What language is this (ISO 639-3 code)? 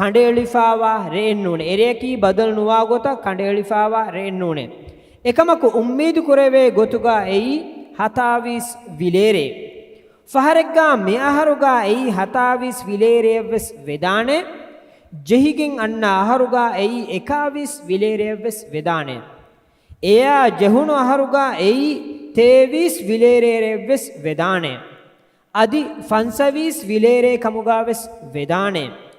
div